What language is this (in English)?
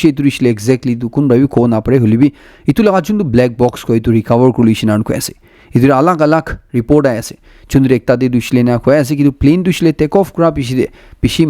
Naga Pidgin